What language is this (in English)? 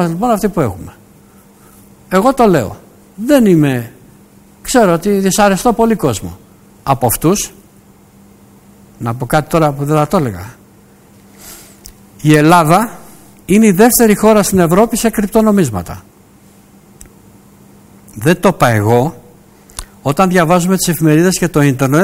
Greek